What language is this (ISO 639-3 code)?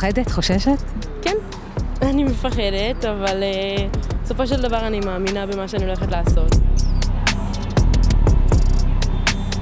heb